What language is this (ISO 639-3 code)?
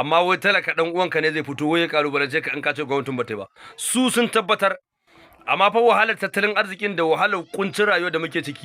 hau